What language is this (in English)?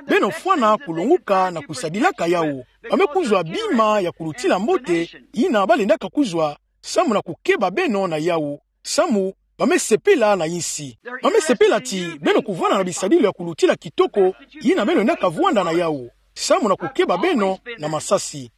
Kituba (Democratic Republic of Congo)